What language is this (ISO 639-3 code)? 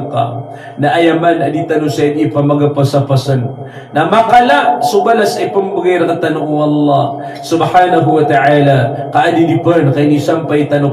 mrw